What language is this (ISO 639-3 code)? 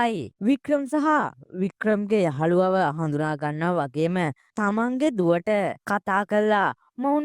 sin